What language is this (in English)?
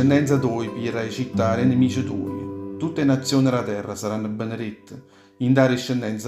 Neapolitan